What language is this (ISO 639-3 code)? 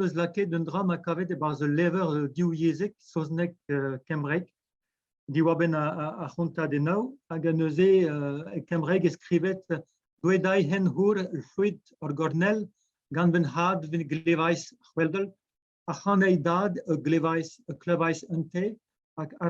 bre